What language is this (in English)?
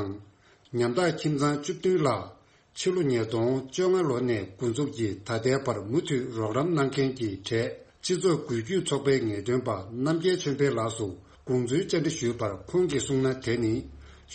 Tibetan